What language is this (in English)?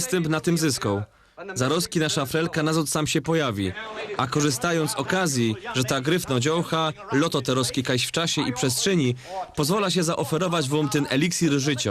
Silesian